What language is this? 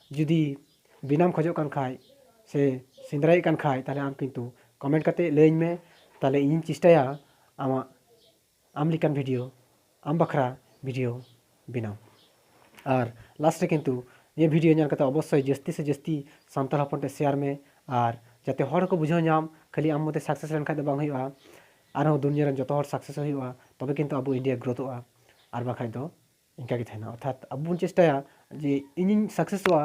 Santali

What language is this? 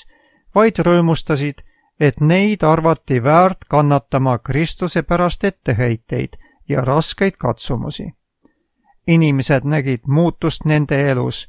Estonian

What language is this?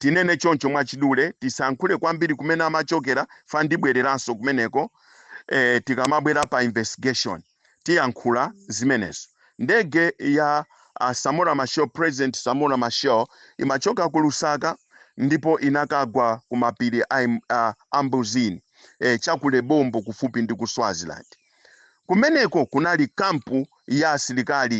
Nyanja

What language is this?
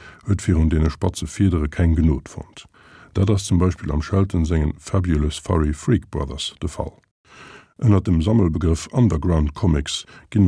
Luxembourgish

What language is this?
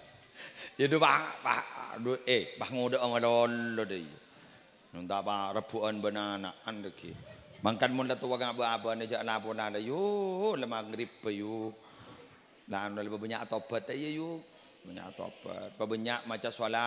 Madurese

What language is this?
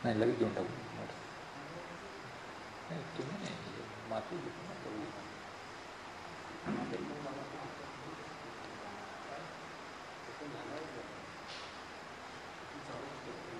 Marathi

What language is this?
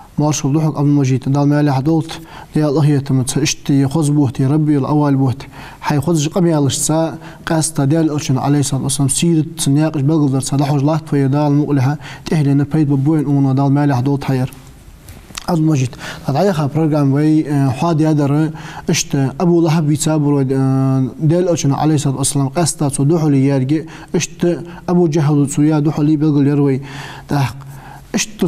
Ingush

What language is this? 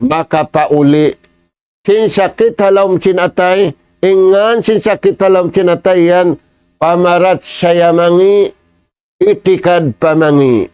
Tausug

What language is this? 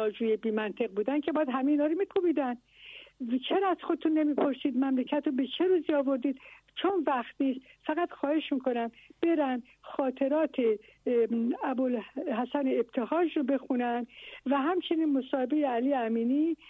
Persian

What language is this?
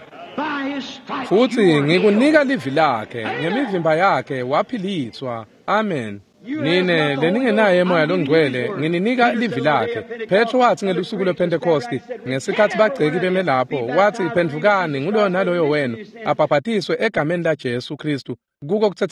Swati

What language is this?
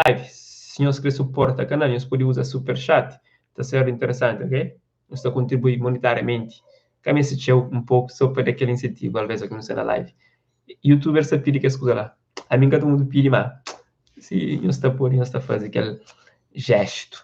Kabuverdianu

